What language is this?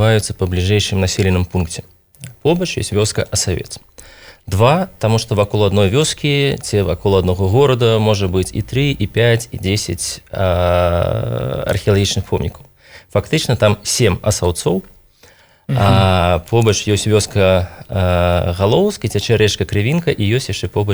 Belarusian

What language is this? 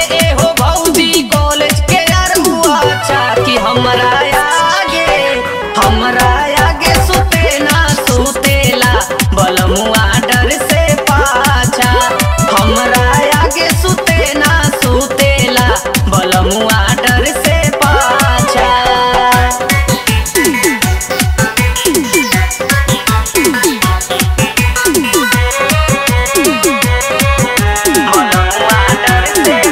Bhojpuri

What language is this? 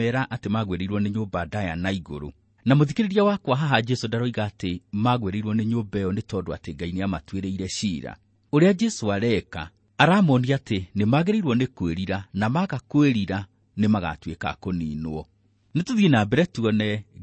Kikuyu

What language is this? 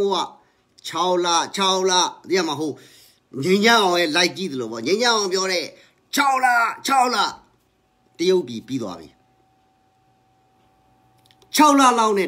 Burmese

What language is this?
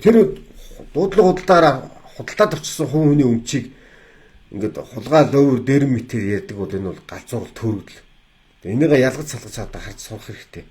Mongolian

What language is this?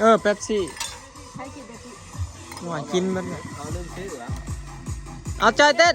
Northeastern Thai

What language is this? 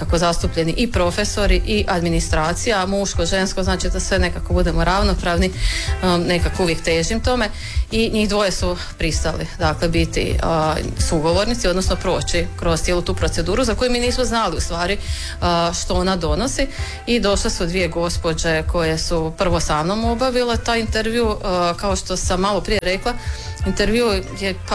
Croatian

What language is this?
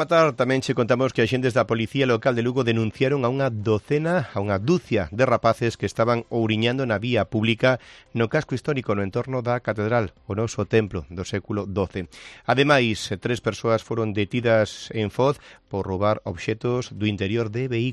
Galician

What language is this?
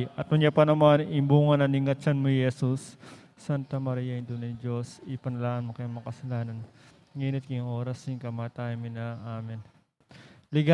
Pampanga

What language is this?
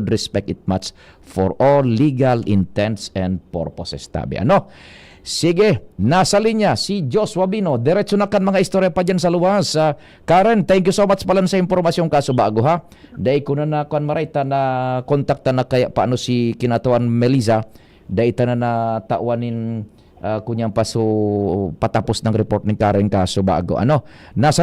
Bikol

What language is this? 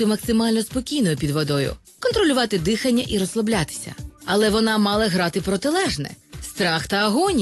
Ukrainian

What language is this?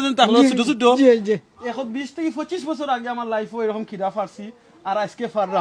Sylheti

